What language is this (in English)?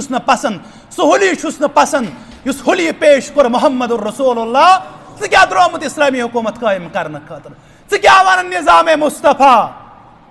Kashmiri